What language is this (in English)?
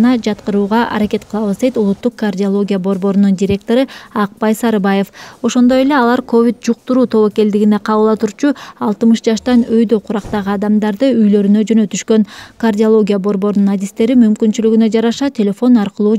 Kyrgyz